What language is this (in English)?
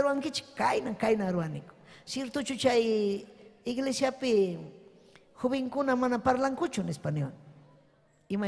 Ayacucho Quechua